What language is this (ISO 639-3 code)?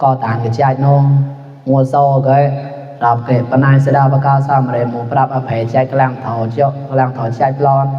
mnw